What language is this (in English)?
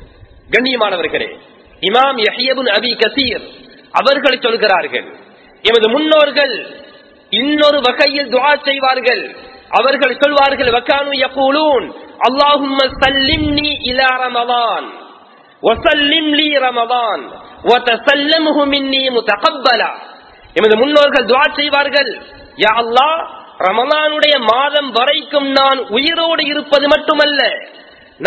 Tamil